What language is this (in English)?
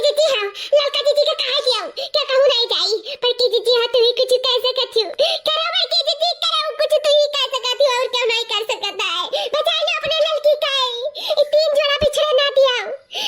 Awadhi